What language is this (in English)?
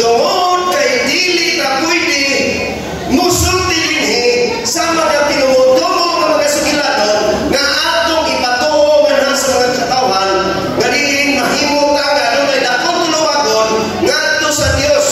Cebuano